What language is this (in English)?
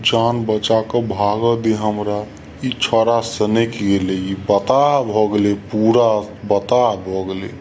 Maithili